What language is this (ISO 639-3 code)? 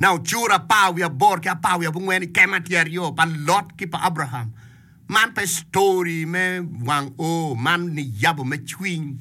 ach